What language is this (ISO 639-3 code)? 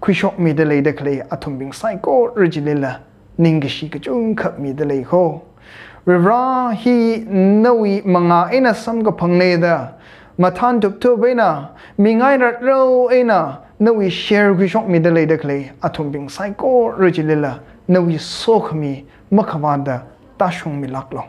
nmf